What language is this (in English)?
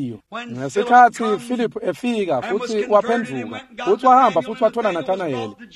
Swati